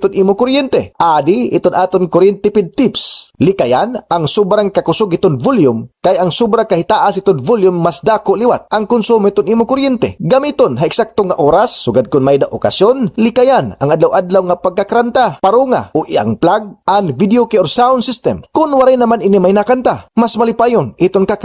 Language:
Waray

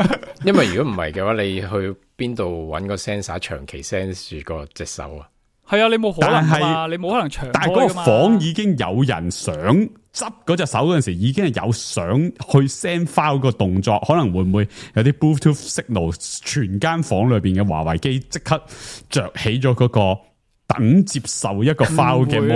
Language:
Cantonese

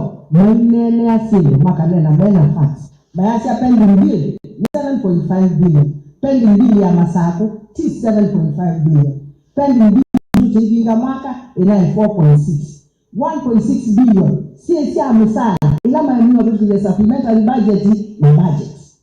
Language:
Kamba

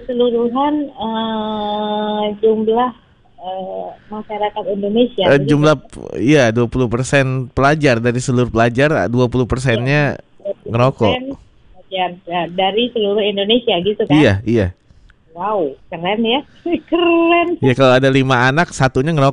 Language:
Indonesian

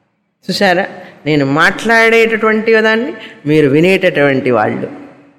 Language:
Telugu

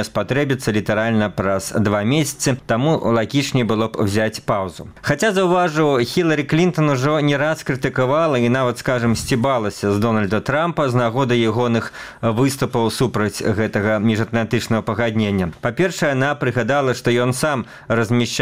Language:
Belarusian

